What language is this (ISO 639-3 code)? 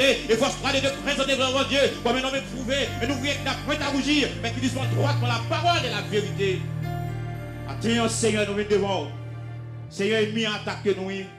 fra